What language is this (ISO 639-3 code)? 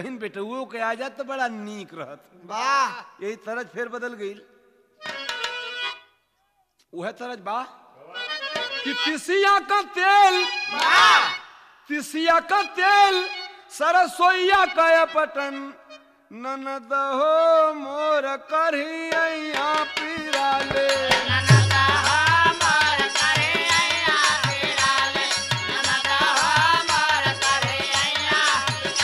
bho